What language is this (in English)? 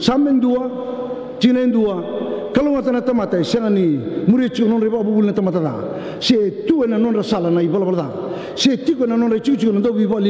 Fijian